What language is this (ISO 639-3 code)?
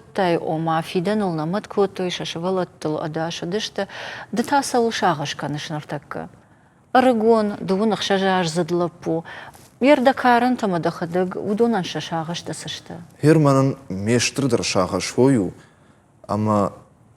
oss